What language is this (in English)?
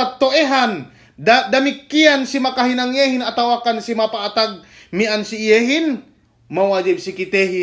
Yakan